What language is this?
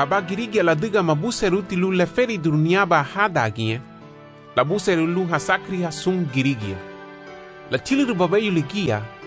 Garifuna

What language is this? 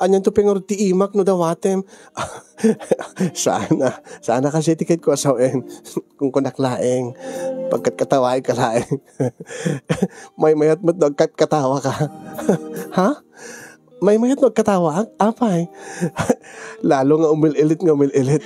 Iloko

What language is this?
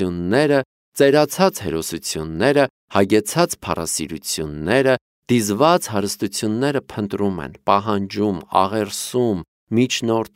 Armenian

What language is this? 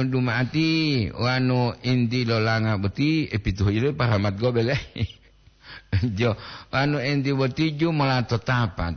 Gorontalo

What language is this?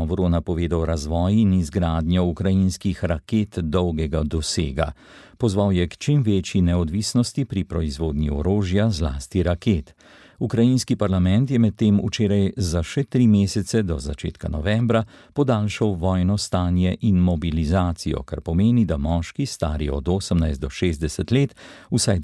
Slovenian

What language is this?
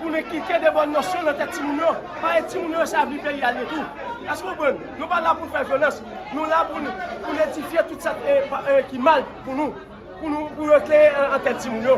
Haitian Creole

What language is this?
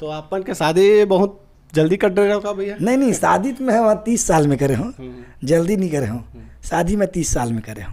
Chhattisgarhi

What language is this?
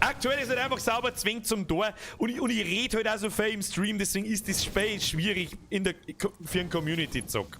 Bavarian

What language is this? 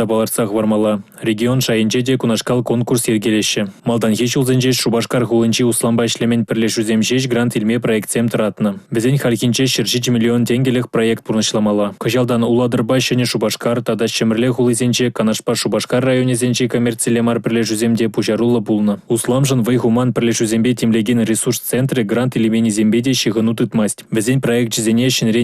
Chuvash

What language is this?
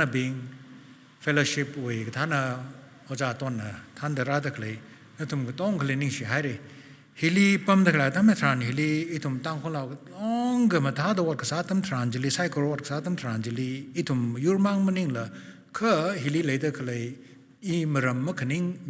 Tangkhul Naga (India)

